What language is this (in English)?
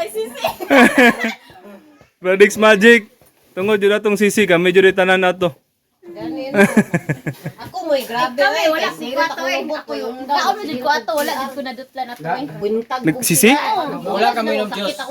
Cebuano